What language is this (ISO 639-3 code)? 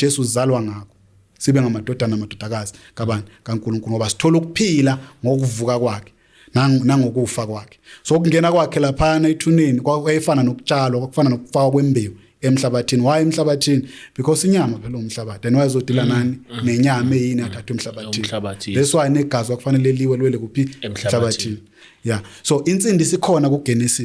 zul